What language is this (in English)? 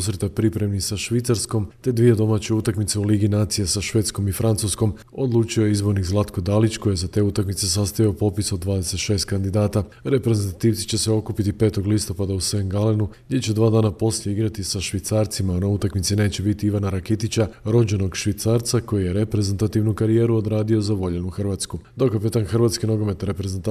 Croatian